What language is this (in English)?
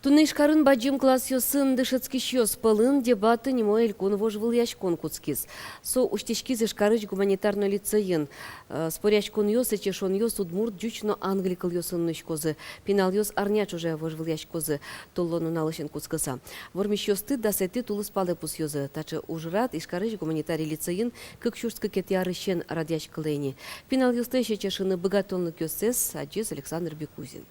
Udmurt